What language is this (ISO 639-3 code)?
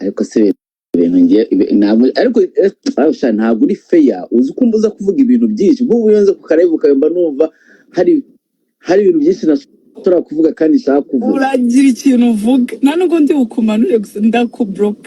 kin